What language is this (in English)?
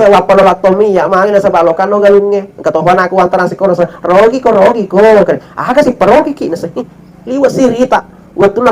Buginese